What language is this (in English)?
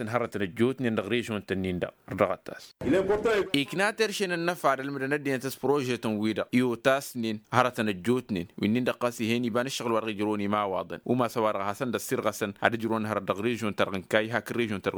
Tamasheq